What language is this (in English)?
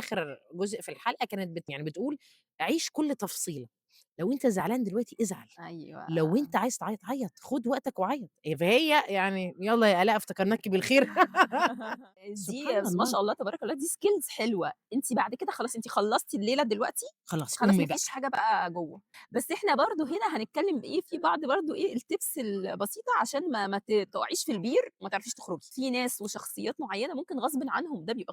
Egyptian Arabic